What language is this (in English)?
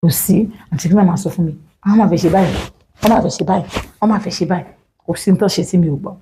Yoruba